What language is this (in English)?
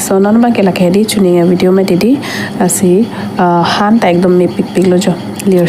Karbi